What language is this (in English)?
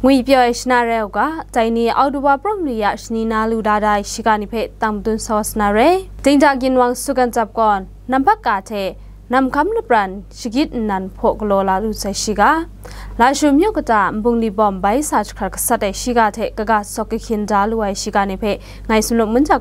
Kachin